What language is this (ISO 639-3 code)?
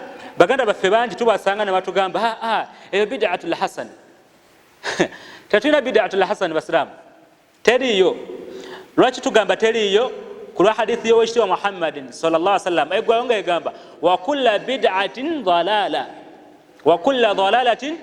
lug